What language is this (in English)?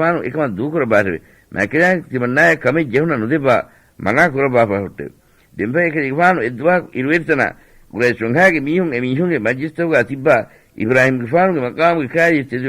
Divehi